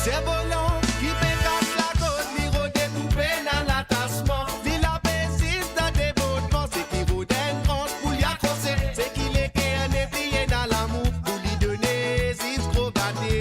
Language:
Morisyen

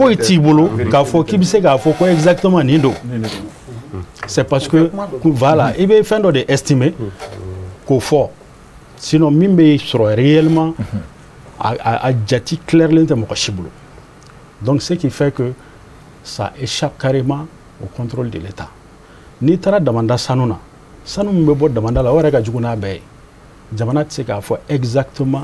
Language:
Bambara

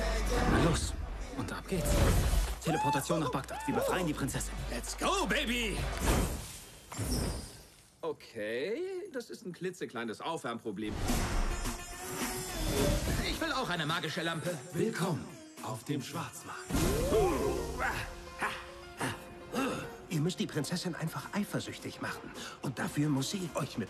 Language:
German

